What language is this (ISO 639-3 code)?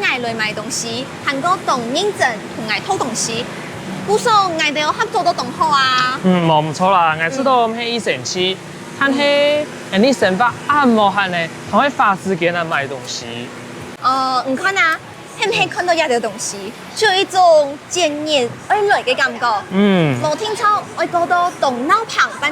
hak